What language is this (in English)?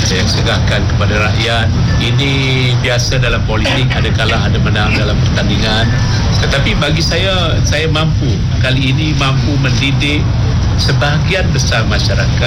Malay